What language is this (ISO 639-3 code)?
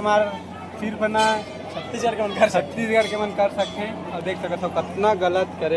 hne